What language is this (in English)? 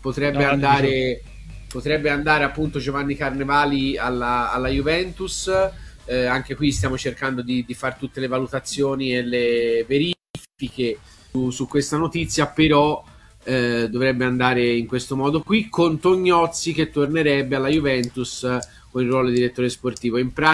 Italian